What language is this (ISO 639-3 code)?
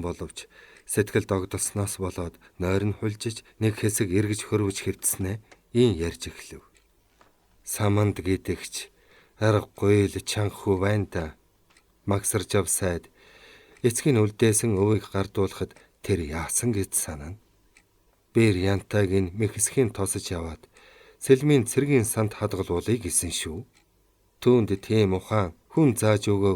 mon